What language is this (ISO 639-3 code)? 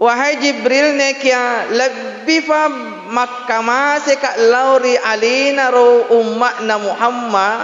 bug